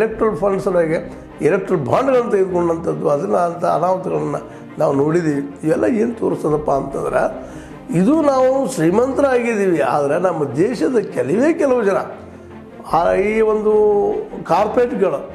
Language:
Kannada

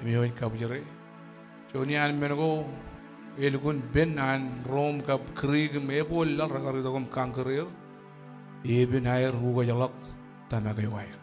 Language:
Marshallese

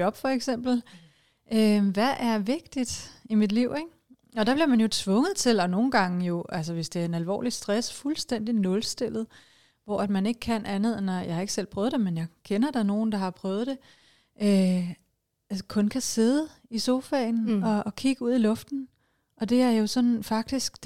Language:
Danish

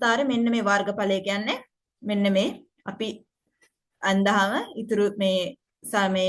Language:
Sinhala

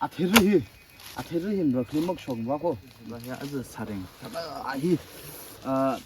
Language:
Tangkhul Naga (India)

